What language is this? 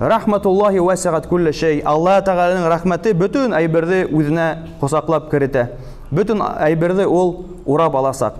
Bashkir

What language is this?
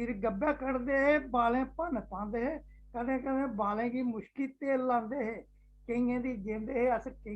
Dogri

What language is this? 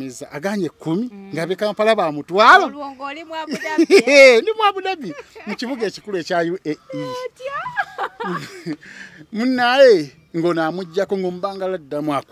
Ganda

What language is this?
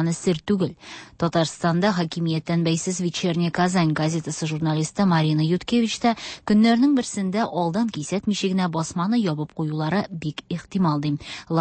Tatar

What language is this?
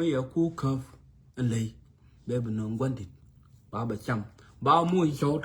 Nuer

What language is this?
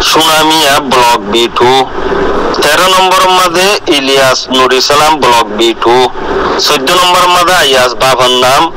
Rohingya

